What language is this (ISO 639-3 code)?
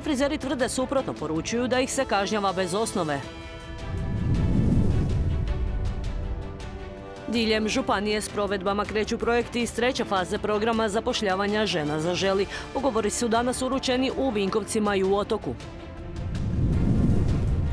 hrv